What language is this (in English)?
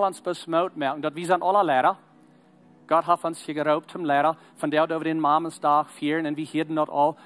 Plautdietsch